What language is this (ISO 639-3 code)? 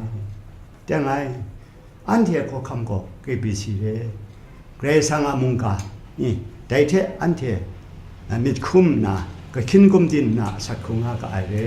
kac